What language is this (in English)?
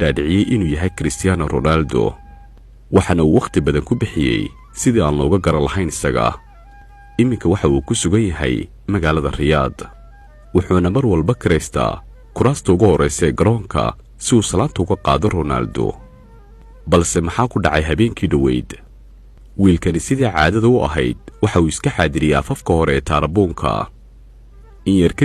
Somali